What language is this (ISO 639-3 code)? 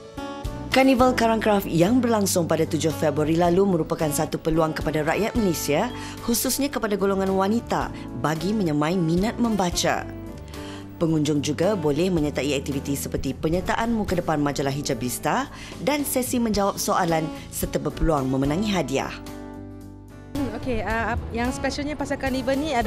msa